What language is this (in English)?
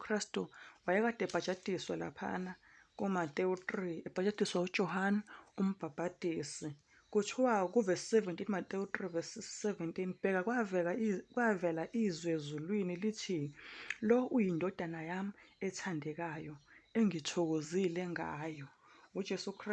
Zulu